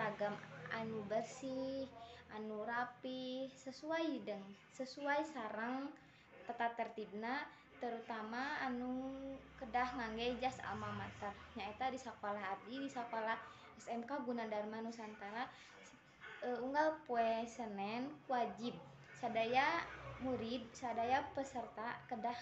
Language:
Sundanese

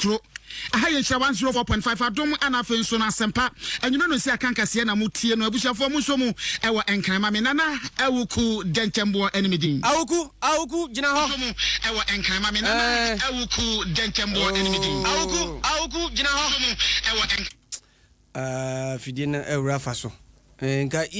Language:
Akan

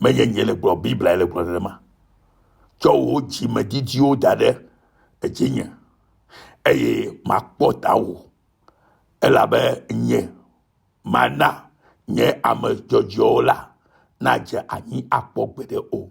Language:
Ewe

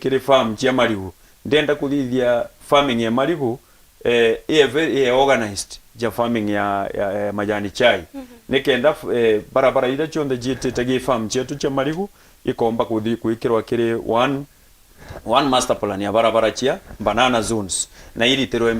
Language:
Meru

